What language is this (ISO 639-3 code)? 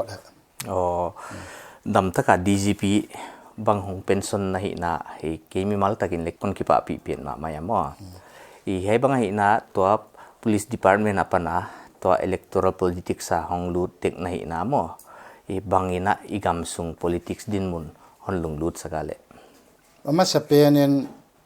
pck